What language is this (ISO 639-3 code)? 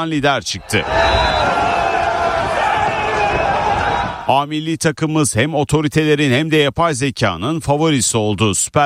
tur